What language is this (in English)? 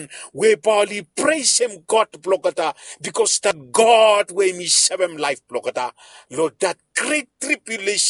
Bislama